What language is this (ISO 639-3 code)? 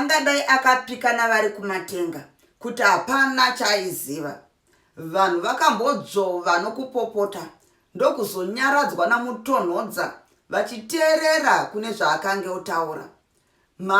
sna